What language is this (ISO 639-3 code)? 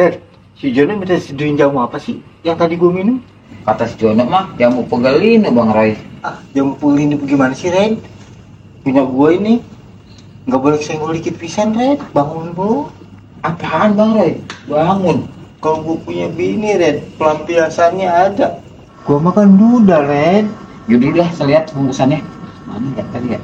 bew